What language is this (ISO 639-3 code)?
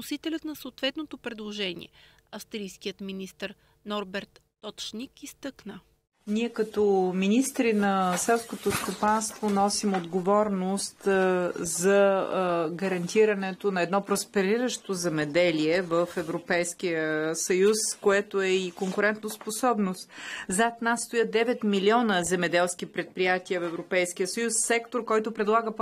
bul